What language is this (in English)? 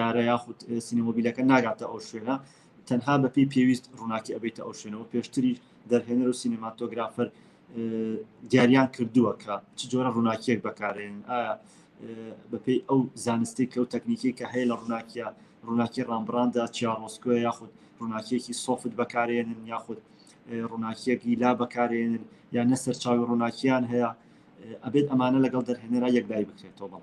Central Kurdish